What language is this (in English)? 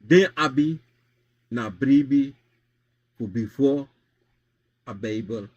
Sranan Tongo